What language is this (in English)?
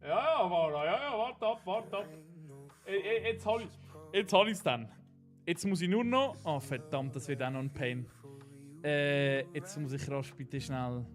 Swiss German